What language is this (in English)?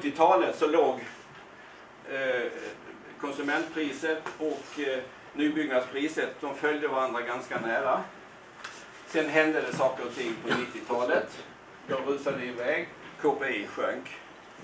Swedish